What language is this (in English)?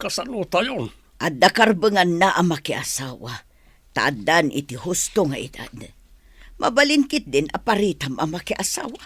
Iloko